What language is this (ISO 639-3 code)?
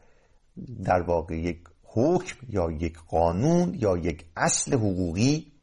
fas